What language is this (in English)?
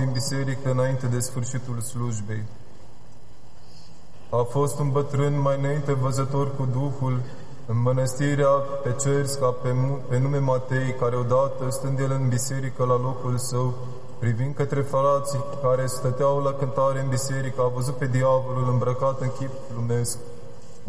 Romanian